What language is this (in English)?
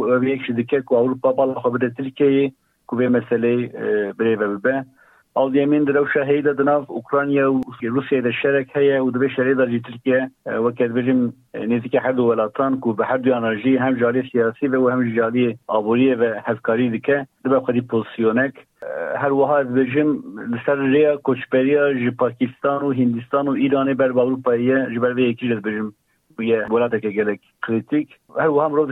Kurdish